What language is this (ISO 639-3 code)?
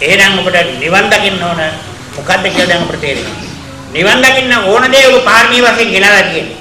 sin